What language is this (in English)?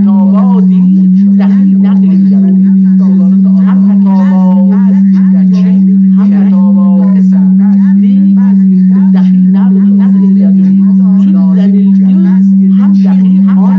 South Azerbaijani